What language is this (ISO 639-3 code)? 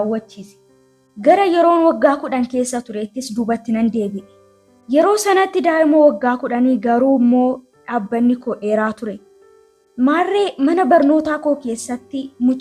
orm